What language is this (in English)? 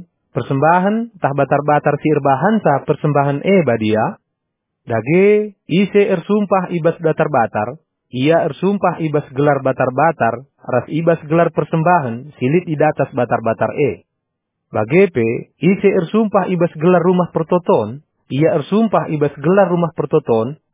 Batak Karo